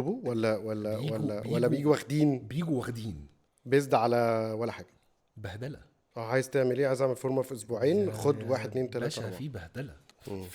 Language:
Egyptian Arabic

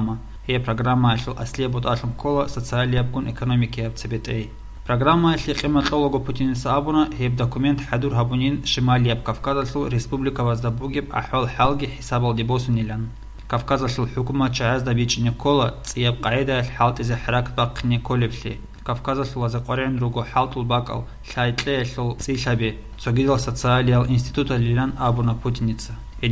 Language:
Avaric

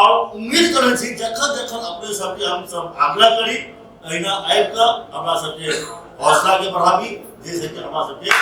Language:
Maithili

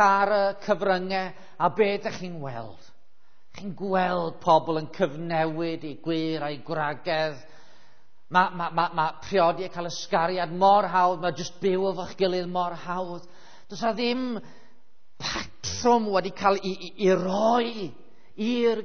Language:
Welsh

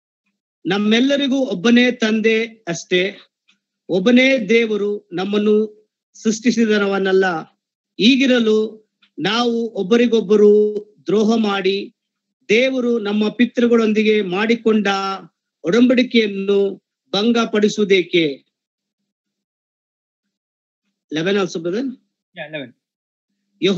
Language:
Kannada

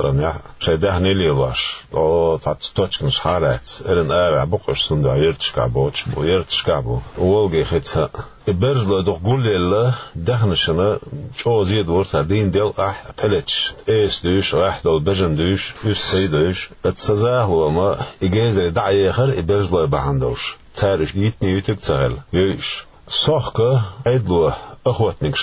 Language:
Chechen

